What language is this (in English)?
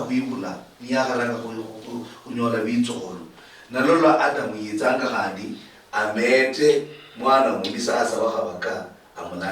Luyia